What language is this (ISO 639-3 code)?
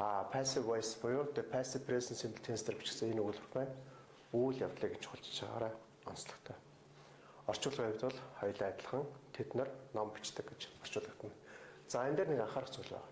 mon